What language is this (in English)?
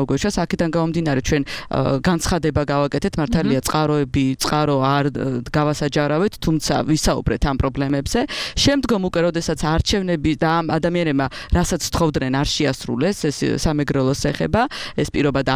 Georgian